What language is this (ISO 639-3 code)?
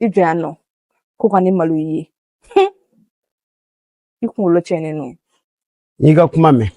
bam